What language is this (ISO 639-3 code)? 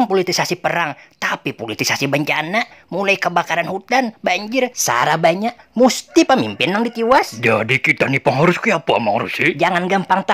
bjn